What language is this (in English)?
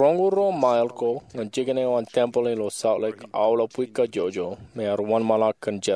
Marshallese